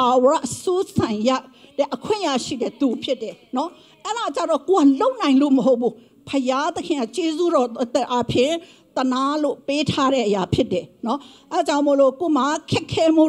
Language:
Burmese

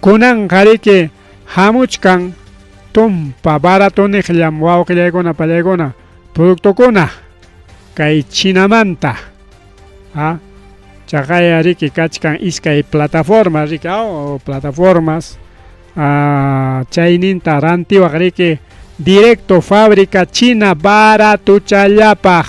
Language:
Ayacucho Quechua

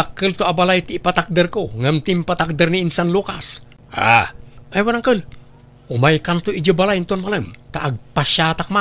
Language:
Iloko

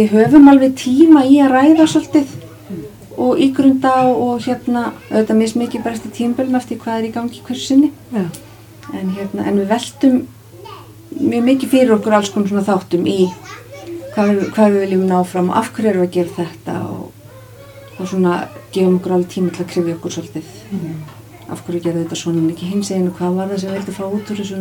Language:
Icelandic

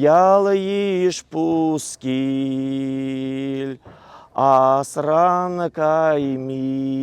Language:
Chuvash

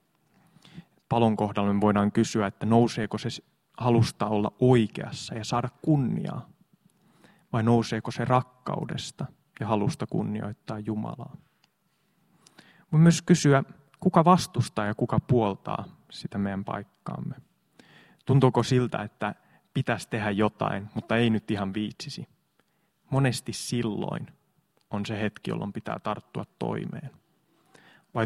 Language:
Finnish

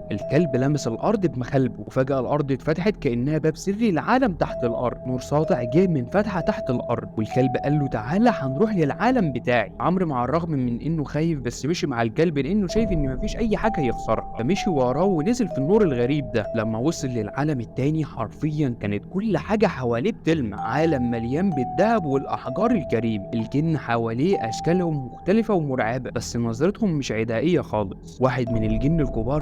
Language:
Egyptian Arabic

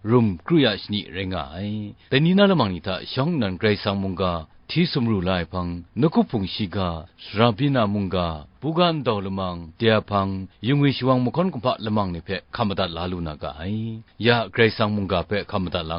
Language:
Kachin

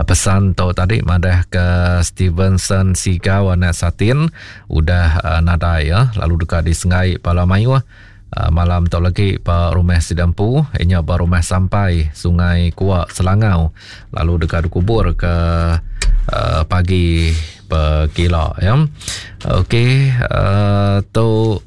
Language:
Iban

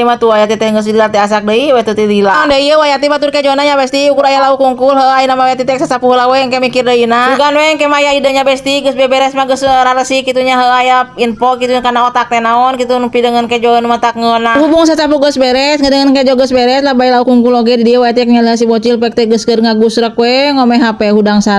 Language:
Sundanese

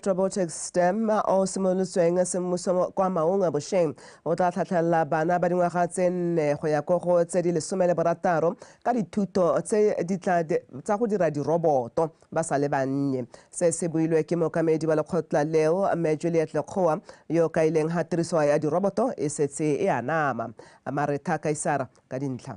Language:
Tswana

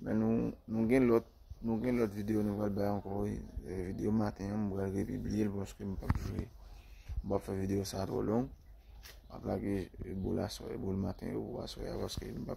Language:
Haitian Creole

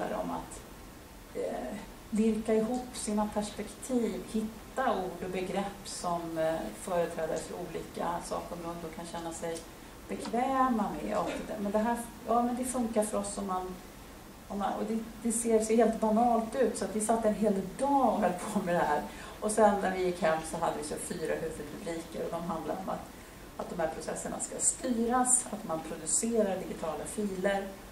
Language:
Swedish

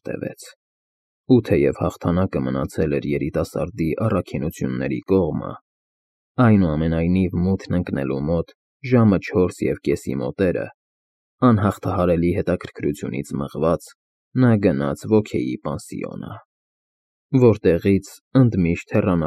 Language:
Armenian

